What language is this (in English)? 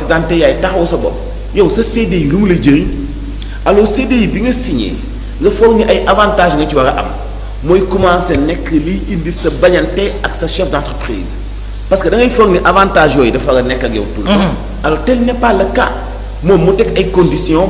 Wolof